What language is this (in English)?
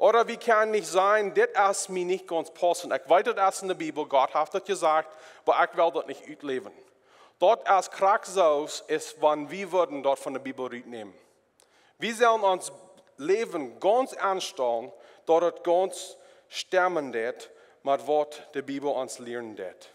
Plautdietsch